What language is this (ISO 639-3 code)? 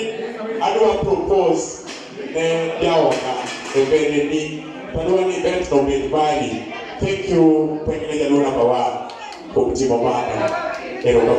luo